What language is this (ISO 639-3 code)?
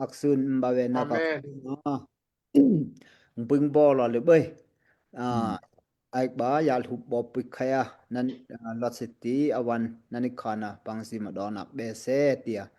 dao